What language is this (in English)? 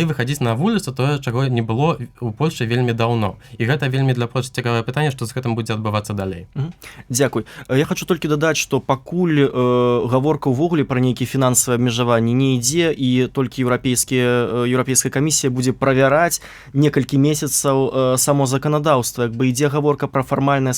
Belarusian